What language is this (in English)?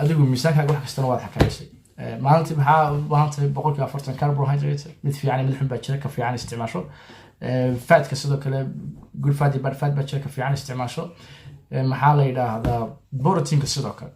Somali